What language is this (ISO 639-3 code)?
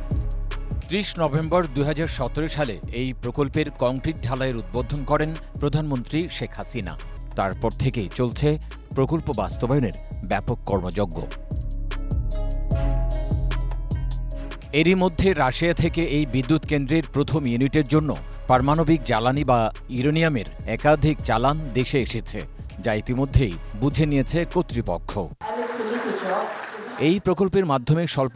ben